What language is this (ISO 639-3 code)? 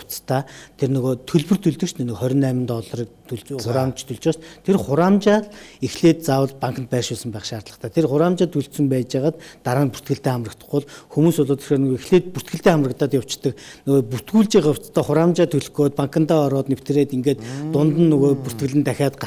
mon